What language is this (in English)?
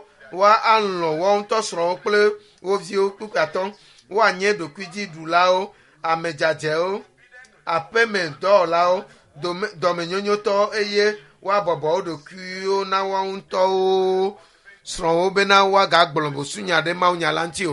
Ewe